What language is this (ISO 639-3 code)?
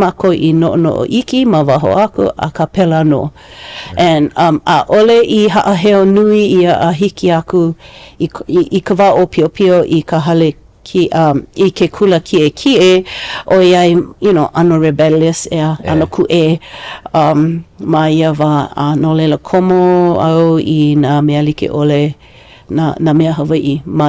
haw